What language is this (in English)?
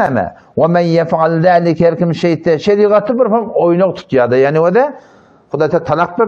Turkmen